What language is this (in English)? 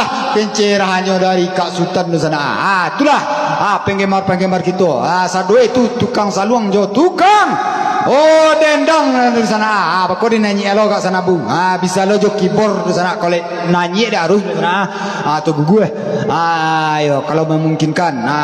Minangkabau